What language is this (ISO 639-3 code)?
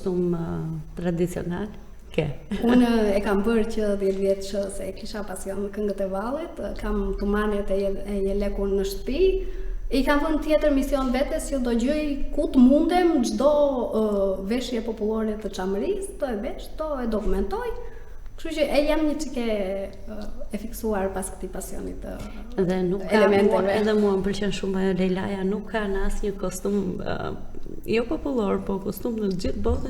sqi